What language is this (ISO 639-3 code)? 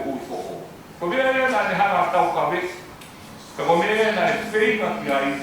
ton